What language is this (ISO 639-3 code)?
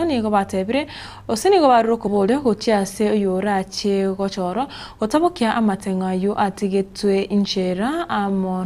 guz